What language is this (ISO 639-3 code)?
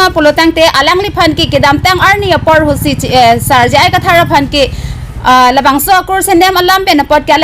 mjw